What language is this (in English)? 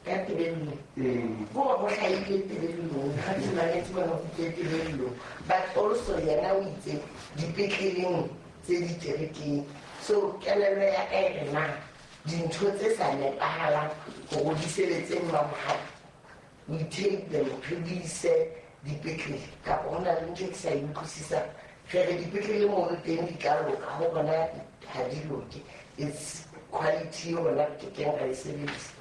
Southern Sotho